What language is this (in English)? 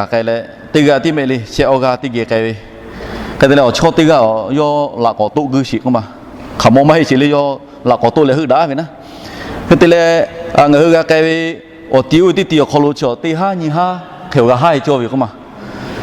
Lahu